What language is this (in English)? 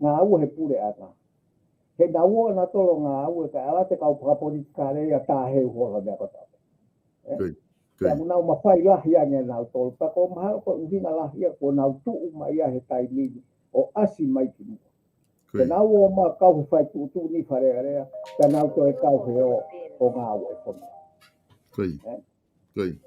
Tongan